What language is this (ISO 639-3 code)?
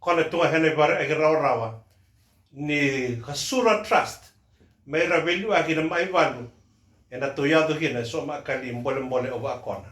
fij